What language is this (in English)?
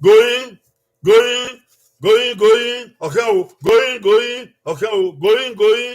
Bini